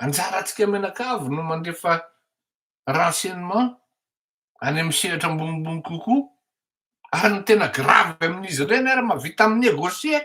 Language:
Malagasy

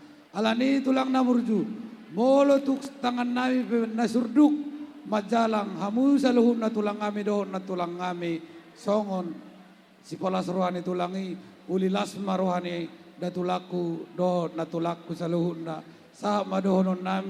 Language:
Batak Toba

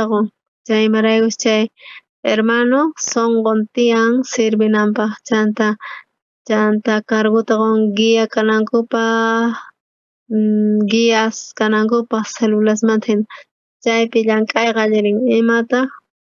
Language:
South Bolivian Quechua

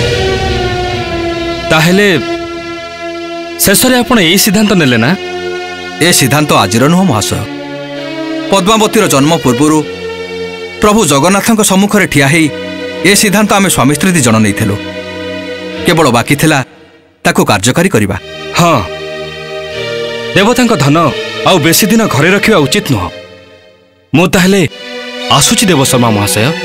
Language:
Odia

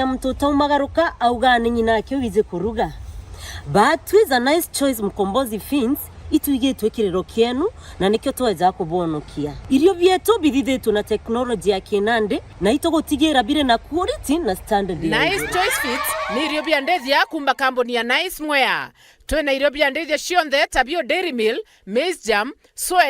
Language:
Meru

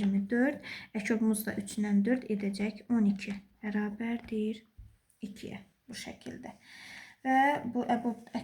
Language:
Azerbaijani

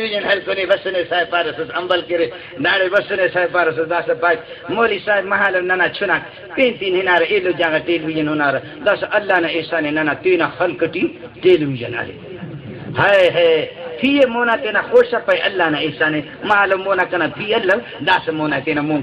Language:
Brahui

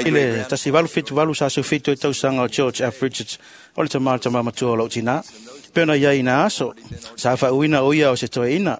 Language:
Samoan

